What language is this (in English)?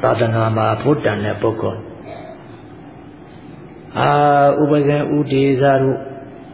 Burmese